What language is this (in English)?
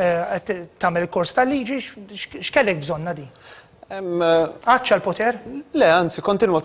Maltese